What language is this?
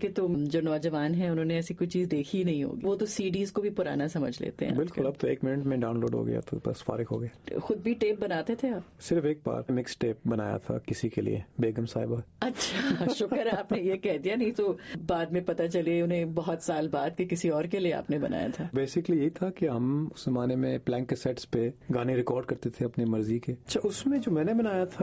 Urdu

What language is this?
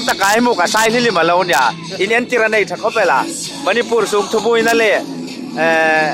Hmar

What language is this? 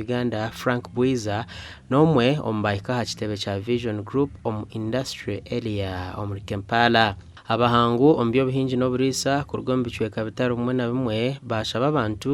Nyankole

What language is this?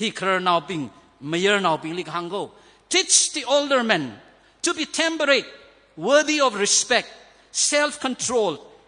Tangkhul Naga (India)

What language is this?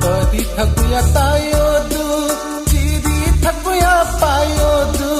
Newari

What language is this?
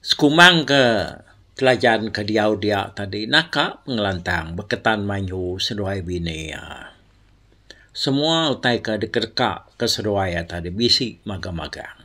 Iban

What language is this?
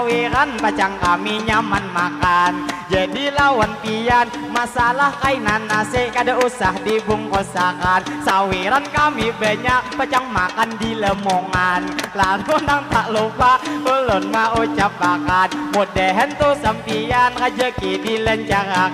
Banjar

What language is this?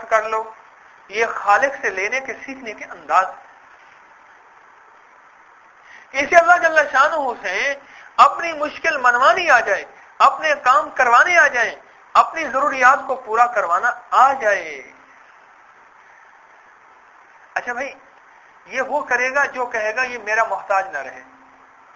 Urdu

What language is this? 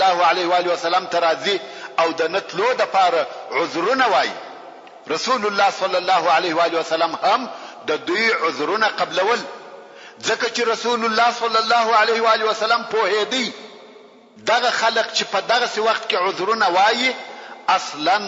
Pashto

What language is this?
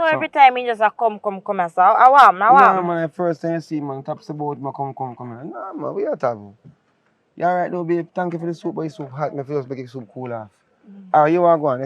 Jamaican Creole English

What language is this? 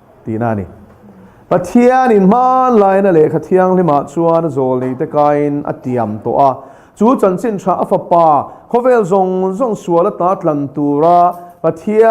Mizo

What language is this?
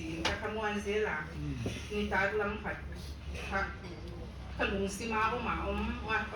Paite Chin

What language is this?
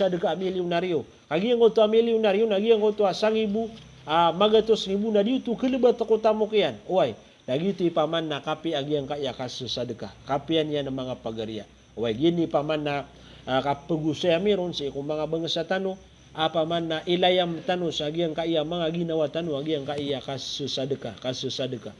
Maranao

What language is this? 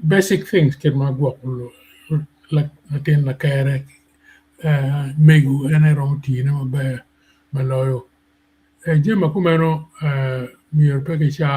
Acoli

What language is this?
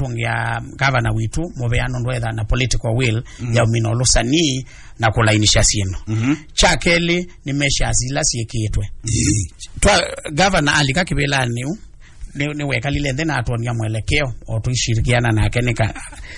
Kamba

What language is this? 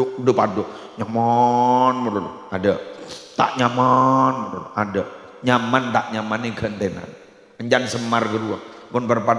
Madurese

